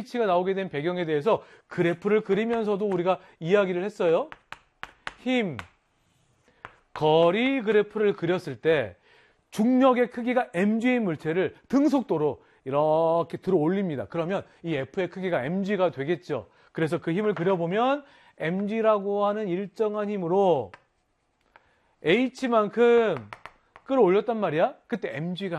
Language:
Korean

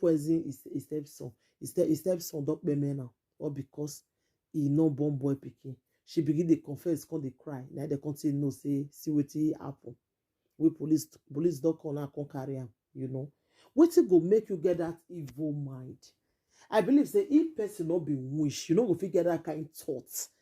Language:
Nigerian Pidgin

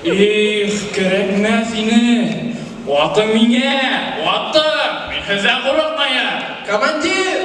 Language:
Bashkir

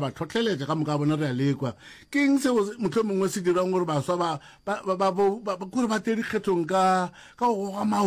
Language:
Northern Sotho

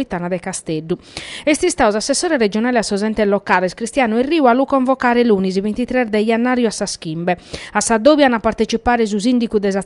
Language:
Sardinian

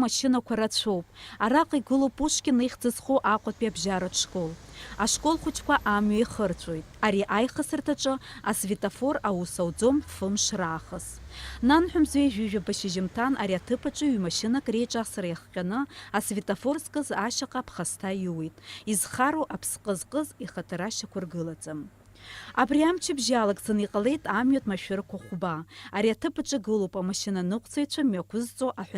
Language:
Abkhazian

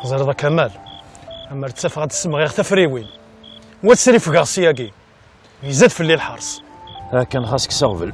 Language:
Kabyle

